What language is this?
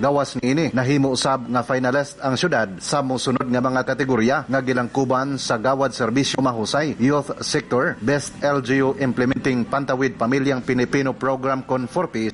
Cebuano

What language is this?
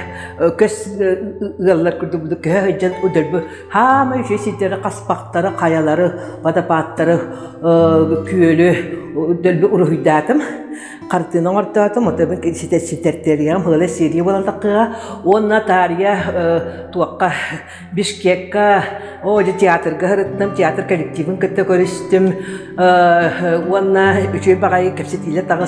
Yakut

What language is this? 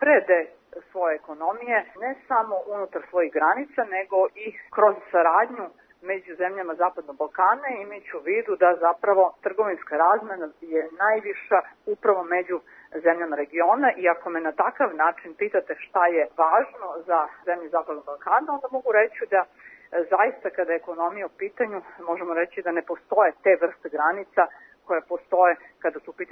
Serbian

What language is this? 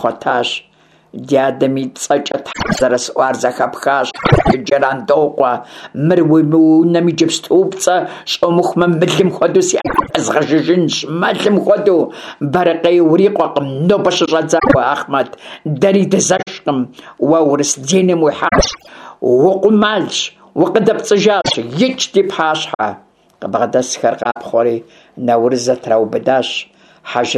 Kabardian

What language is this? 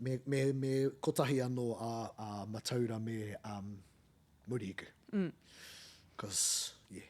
Māori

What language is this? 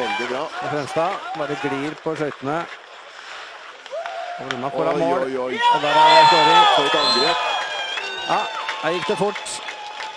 Norwegian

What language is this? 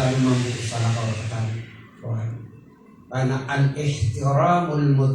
Maranao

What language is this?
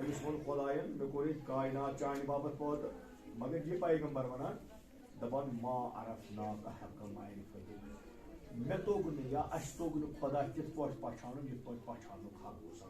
Kashmiri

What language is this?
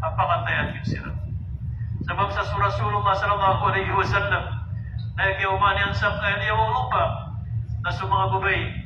Maranao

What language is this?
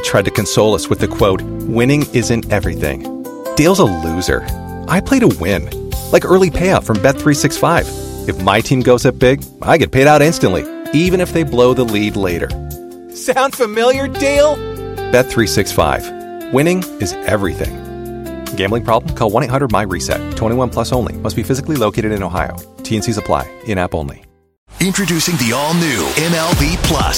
English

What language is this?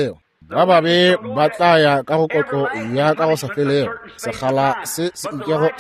Northern Sotho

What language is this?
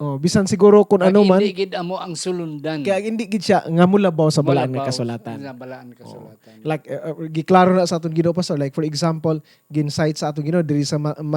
Hiligaynon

